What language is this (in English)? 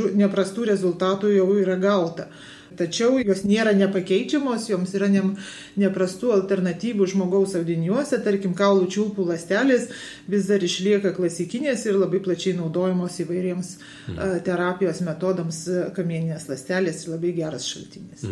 Lithuanian